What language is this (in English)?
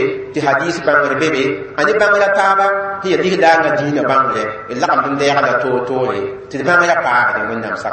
Mossi